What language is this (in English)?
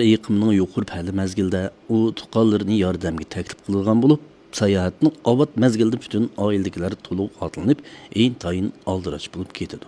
Uyghur